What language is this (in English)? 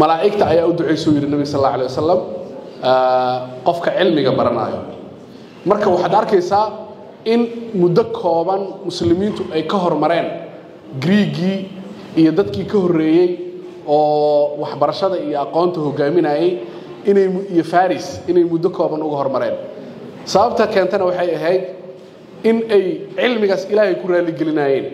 Somali